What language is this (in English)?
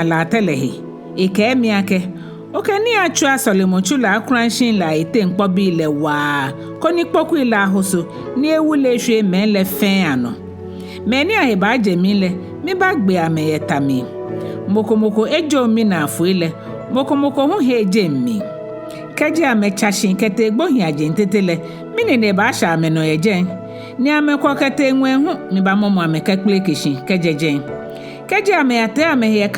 Ga